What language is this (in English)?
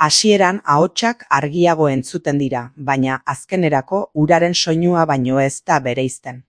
Basque